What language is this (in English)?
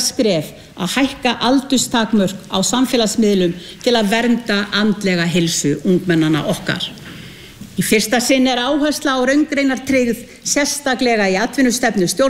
Icelandic